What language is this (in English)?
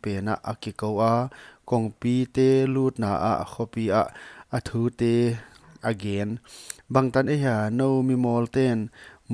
Paite Chin